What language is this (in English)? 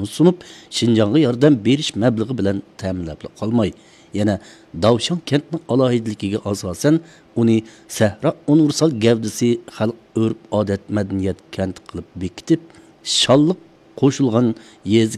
Uyghur